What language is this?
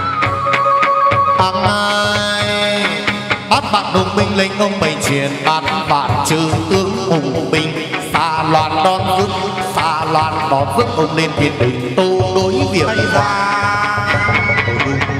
Vietnamese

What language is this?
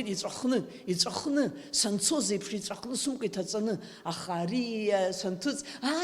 Abkhazian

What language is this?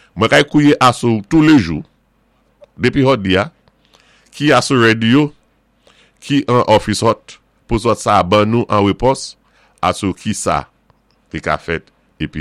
Saint Lucian Creole French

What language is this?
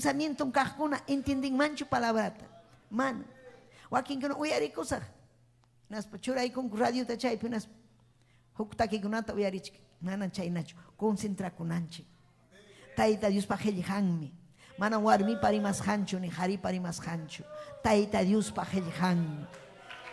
Ayacucho Quechua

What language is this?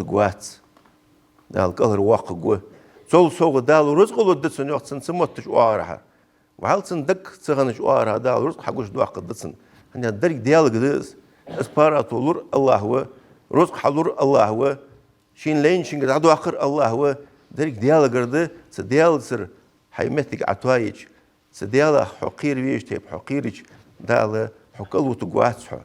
Ingush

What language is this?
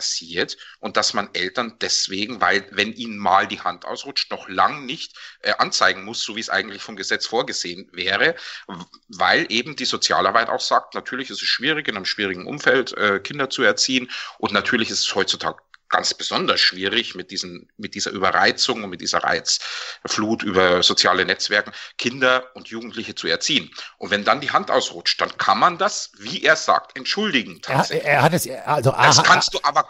German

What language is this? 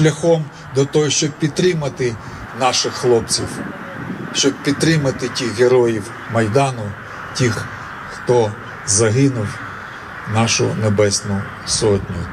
Ukrainian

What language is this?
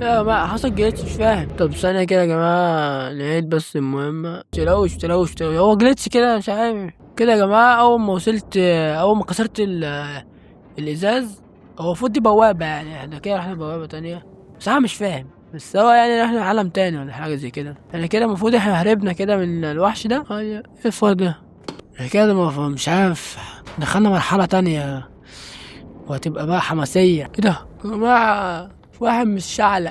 Egyptian Arabic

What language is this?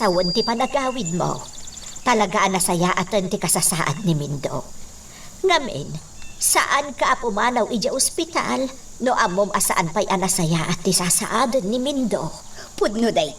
Iloko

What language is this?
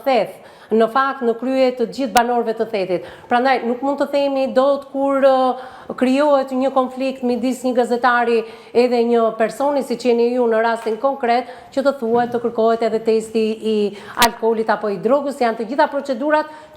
Albanian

